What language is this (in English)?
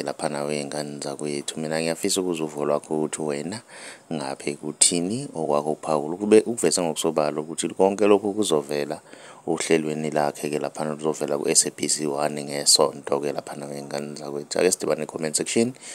Zulu